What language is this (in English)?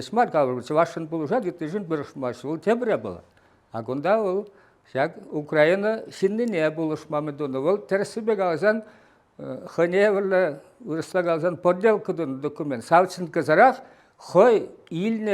Chuvash